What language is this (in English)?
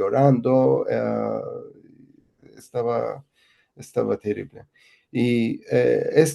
Ladino